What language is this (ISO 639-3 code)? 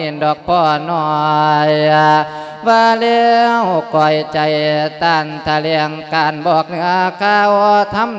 lao